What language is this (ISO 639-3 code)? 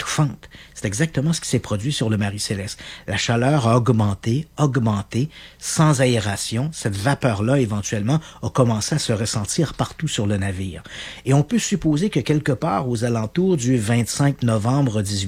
fra